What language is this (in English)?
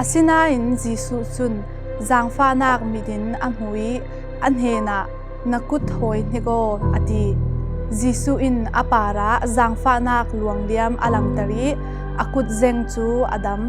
Falam Chin